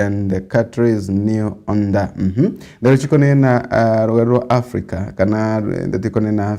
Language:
Meru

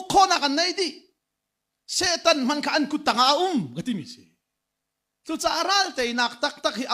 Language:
Hakha Chin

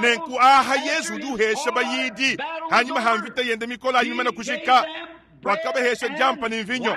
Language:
Luba-Lulua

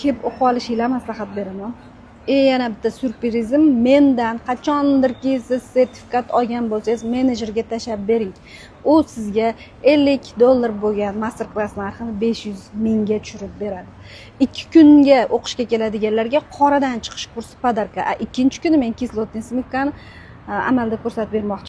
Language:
Uzbek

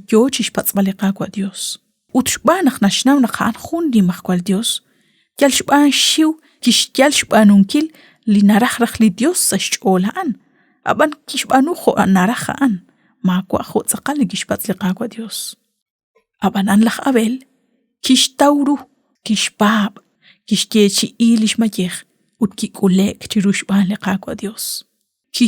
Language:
Kekchí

